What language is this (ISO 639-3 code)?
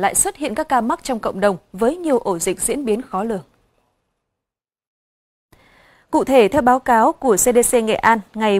vie